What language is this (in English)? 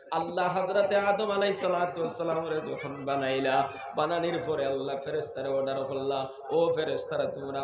Sylheti